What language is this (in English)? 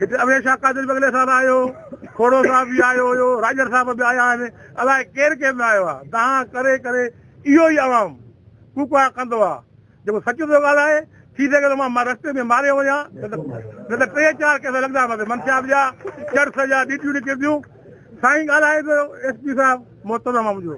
Sindhi